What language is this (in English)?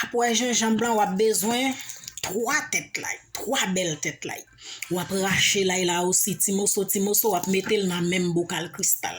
Haitian Creole